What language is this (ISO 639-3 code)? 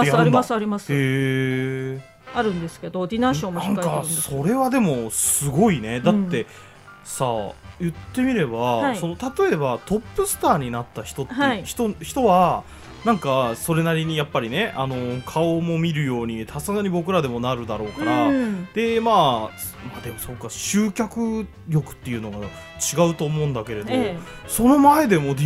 jpn